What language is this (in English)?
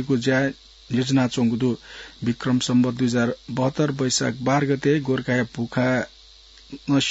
Newari